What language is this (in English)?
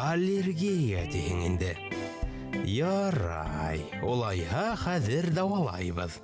Bashkir